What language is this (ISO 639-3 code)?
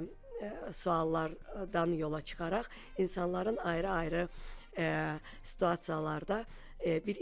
aze